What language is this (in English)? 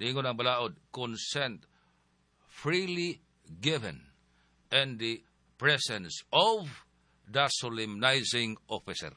Cebuano